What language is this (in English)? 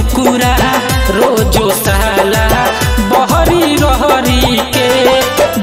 Bhojpuri